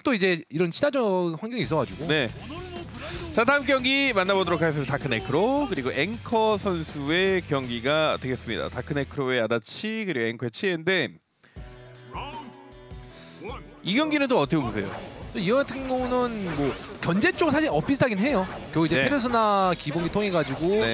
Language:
Korean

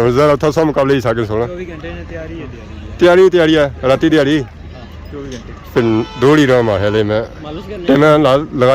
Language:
Pahari-Potwari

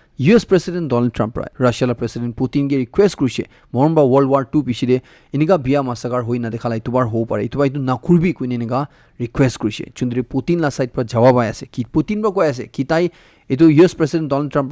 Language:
Naga Pidgin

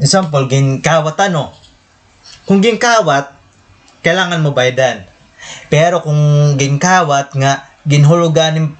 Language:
Waray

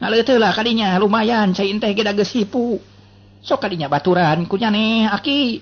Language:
Sundanese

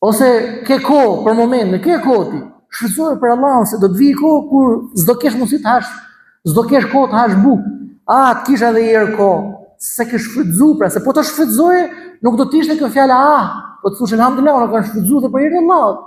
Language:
Albanian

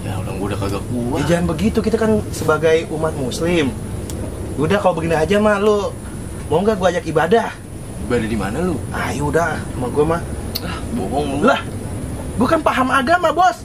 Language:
Betawi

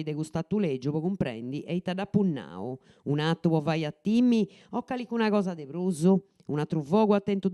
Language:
Sardinian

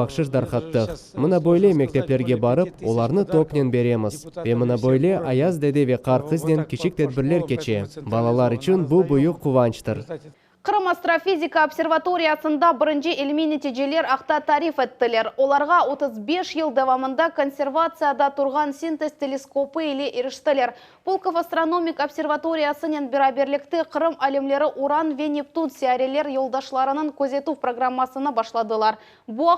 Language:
Crimean Tatar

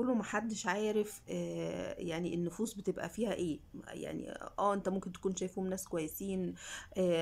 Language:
Egyptian Arabic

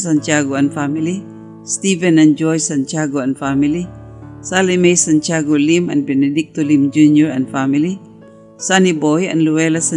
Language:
Cebuano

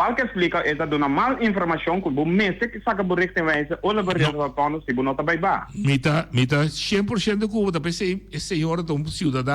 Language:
Papiamento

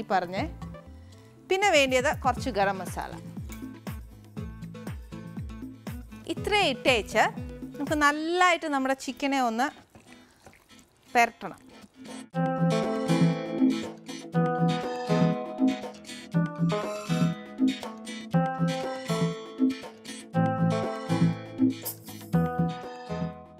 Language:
Malayalam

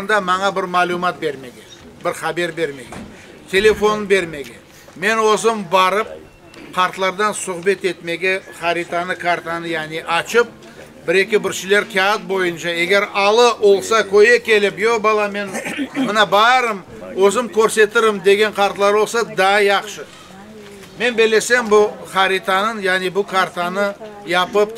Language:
Crimean Tatar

